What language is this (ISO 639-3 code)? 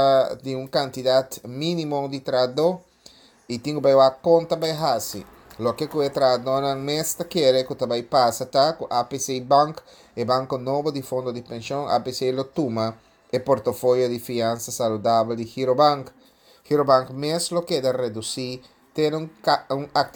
pap